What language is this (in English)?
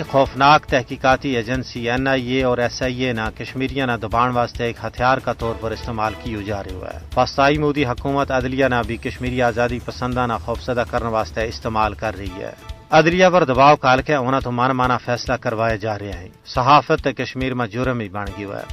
Gujari